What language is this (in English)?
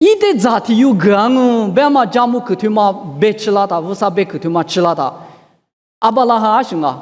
Lisu